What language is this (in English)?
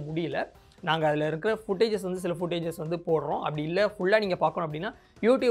Tamil